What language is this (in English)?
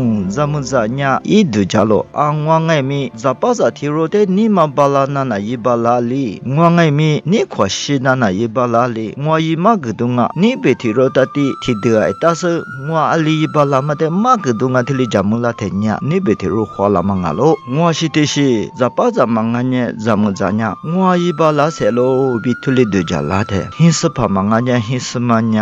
Lisu